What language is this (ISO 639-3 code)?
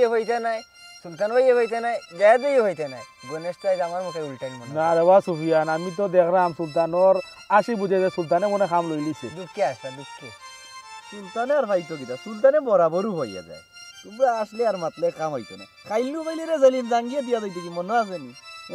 syl